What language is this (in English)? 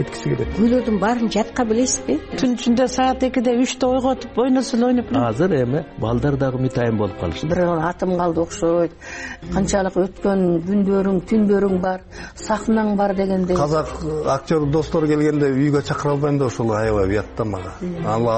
Kyrgyz